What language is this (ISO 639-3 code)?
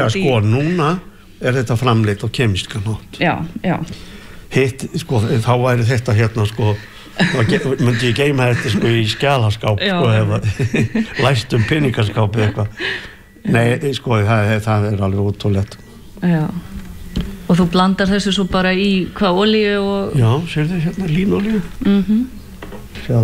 isl